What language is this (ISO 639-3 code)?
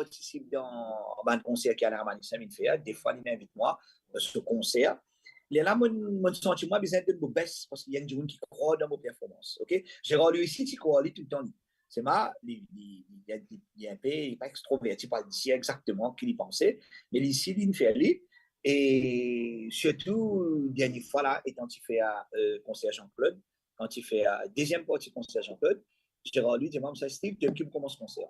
mfe